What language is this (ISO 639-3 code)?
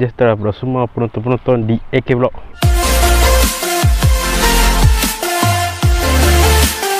msa